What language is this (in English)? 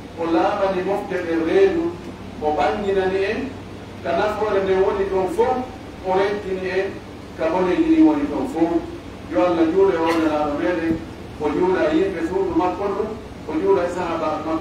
Pular